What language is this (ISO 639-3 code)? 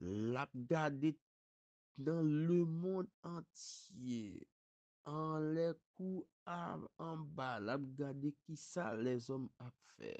hat